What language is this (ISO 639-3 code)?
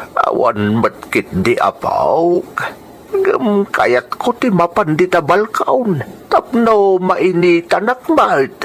ilo